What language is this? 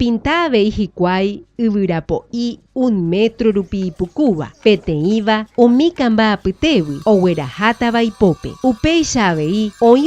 Guarani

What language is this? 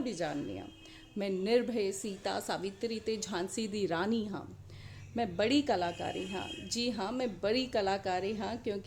Dogri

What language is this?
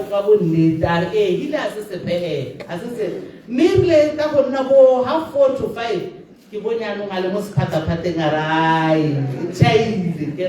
Tswana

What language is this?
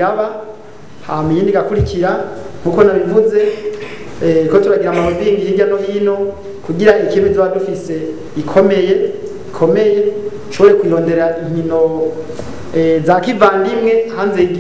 Rundi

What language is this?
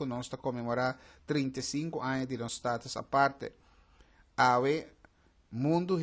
Papiamento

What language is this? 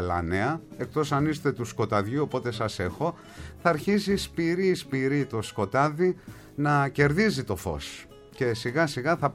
Greek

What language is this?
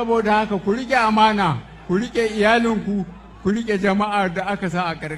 Hausa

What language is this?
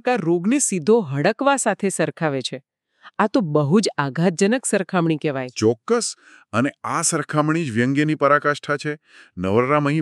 Gujarati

